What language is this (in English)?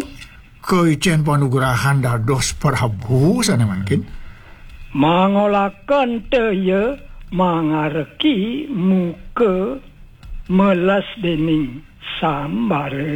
Balinese